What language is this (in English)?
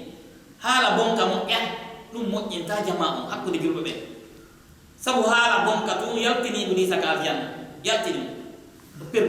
Pular